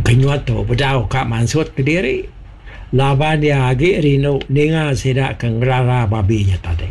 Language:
Iban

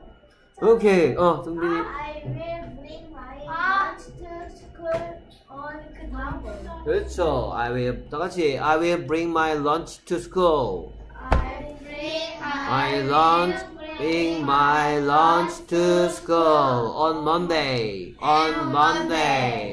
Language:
Korean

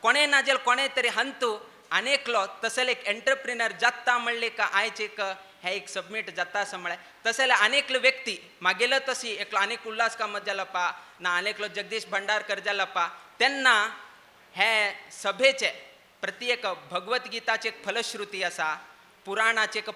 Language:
Konkani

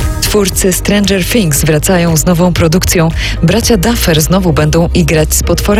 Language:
Polish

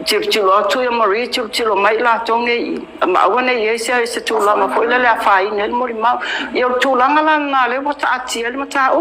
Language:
Samoan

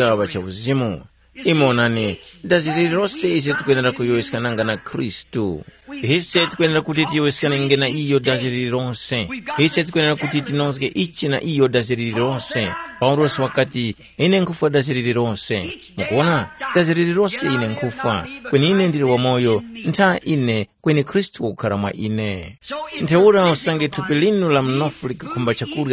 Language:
Tumbuka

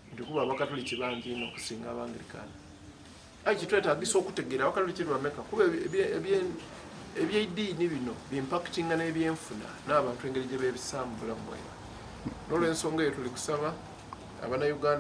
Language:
Soga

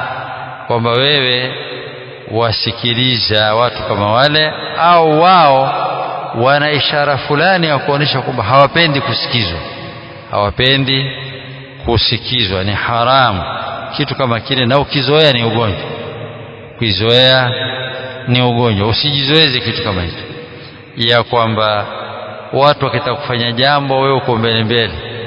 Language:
Swahili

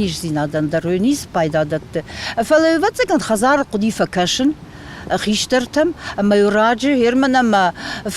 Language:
Ossetic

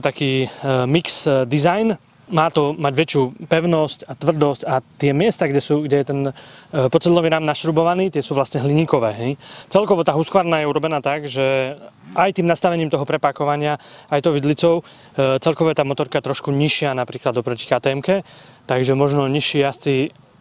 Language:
Slovak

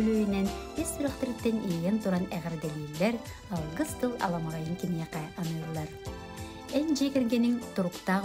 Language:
Yakut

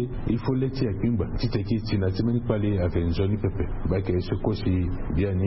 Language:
Sango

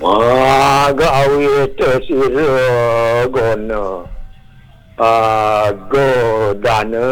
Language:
Balinese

